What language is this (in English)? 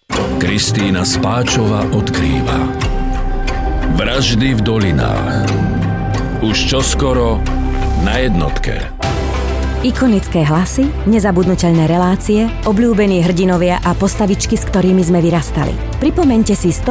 Slovak